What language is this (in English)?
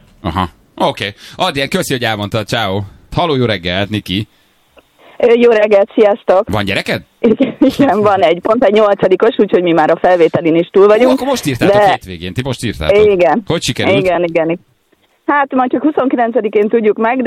Hungarian